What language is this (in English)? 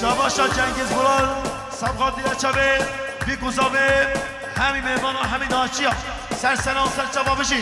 Kurdish